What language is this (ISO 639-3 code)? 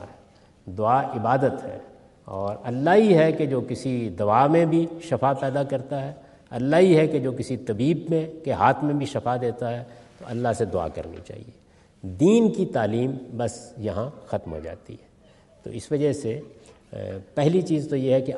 urd